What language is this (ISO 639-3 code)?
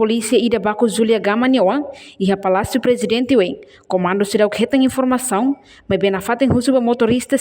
tet